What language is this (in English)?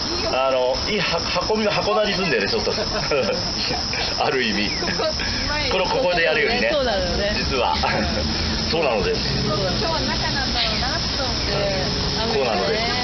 Japanese